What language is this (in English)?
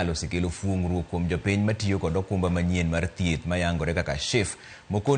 Luo (Kenya and Tanzania)